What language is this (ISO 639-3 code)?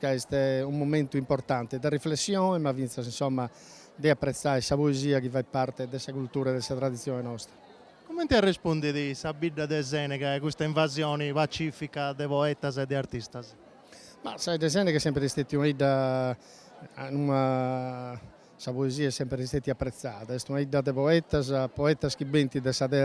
srd